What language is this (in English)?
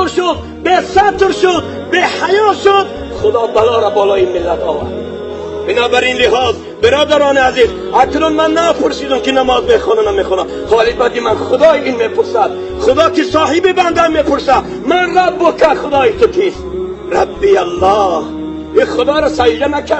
Tajik